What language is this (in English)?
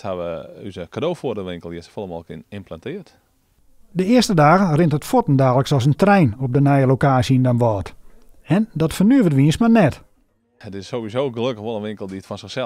Western Frisian